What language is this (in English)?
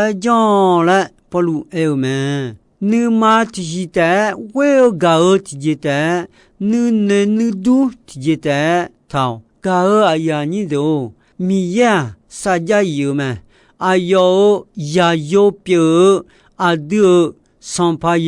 Akha